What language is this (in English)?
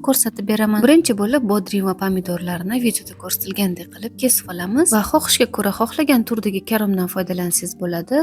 Uzbek